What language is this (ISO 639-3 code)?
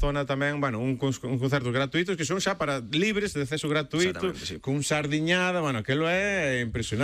glg